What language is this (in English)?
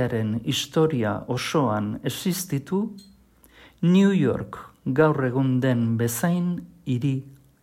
Basque